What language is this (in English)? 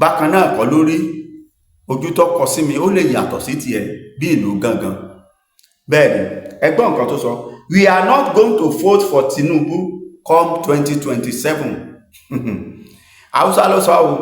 Yoruba